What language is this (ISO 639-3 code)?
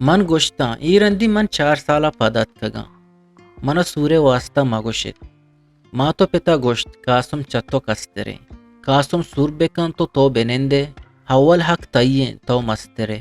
bgp